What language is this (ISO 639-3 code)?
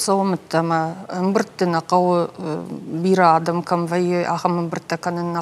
oss